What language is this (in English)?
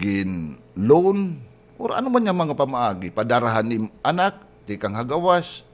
Waray